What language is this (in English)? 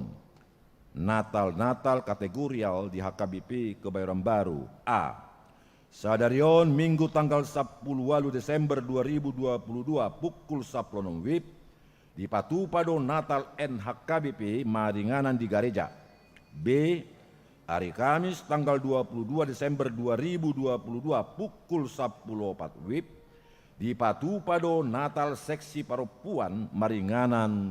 Batak Toba